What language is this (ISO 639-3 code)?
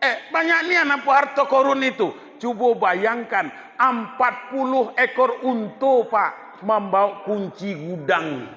min